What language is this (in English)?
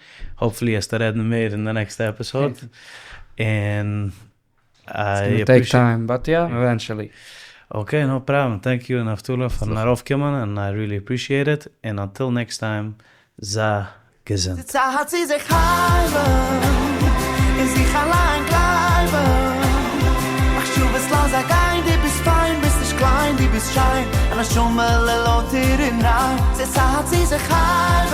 Yiddish